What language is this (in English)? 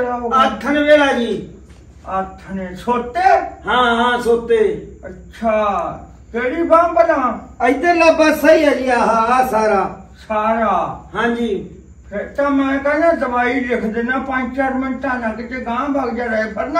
Punjabi